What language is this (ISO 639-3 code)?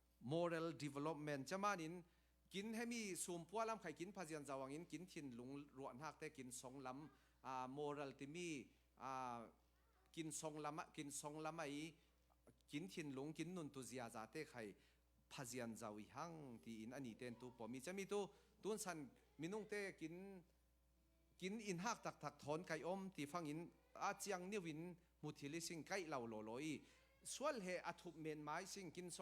cfm